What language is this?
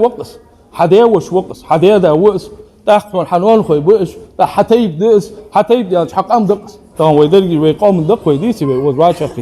Ingush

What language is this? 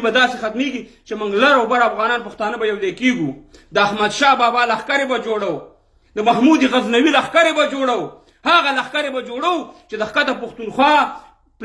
Pashto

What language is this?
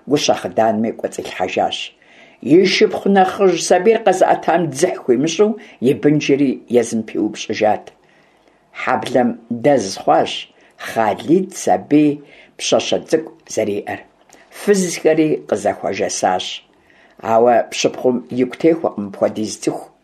Kabardian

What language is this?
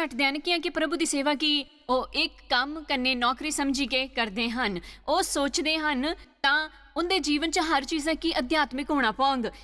Dogri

